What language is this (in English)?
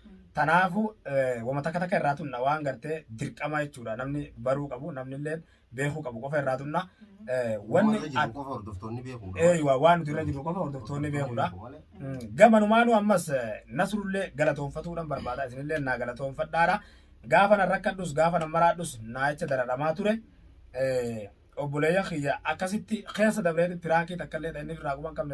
Oromo